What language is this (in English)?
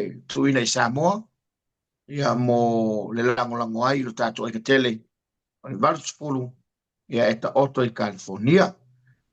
Samoan